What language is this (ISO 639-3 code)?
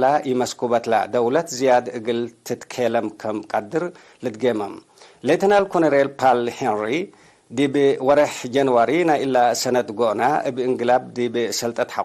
tig